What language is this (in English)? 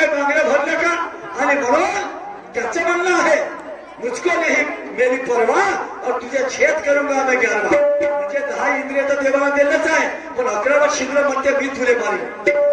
Marathi